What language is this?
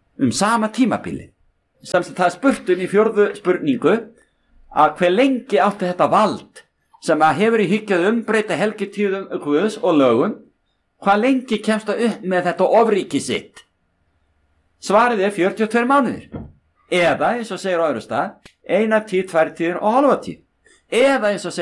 Icelandic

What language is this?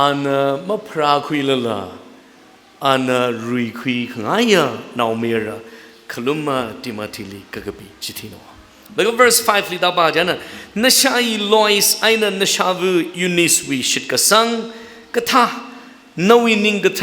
Tangkhul Naga (India)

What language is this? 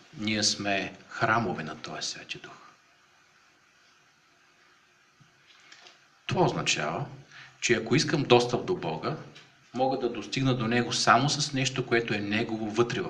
Bulgarian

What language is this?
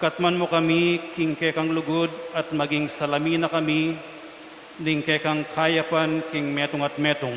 Pampanga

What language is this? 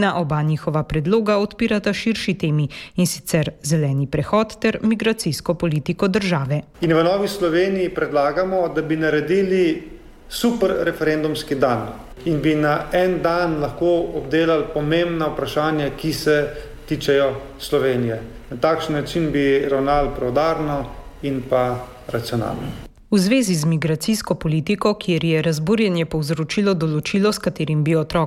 Slovenian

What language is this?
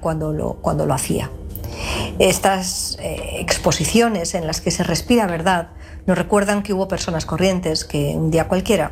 Spanish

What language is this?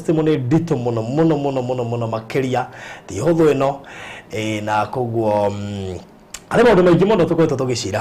Kikuyu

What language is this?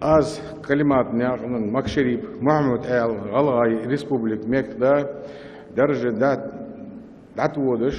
Ingush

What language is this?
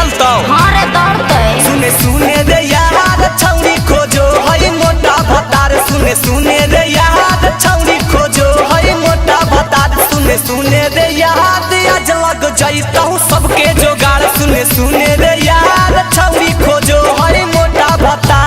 Magahi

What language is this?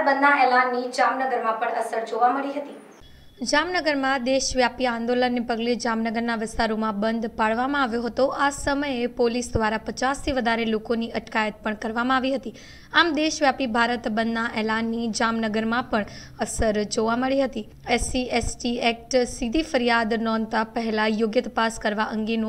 Gujarati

